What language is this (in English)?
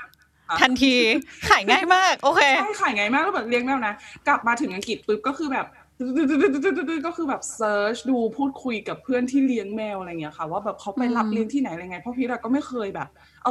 Thai